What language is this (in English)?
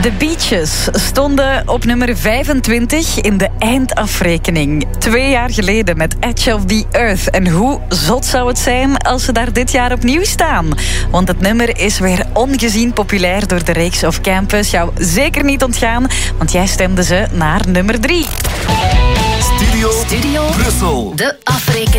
Dutch